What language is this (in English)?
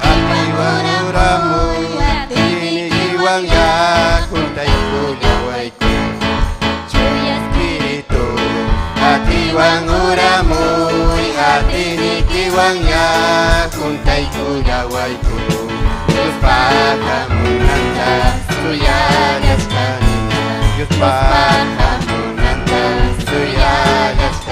Ayacucho Quechua